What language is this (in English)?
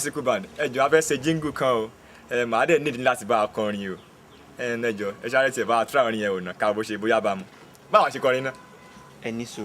Yoruba